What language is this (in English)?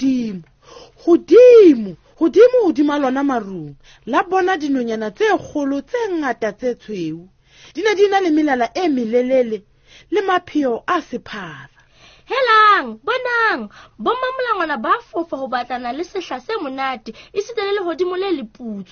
Southern Sotho